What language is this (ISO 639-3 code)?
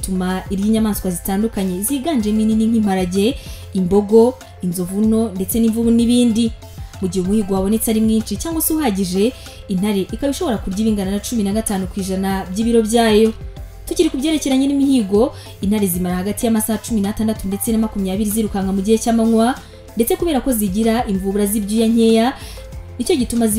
kin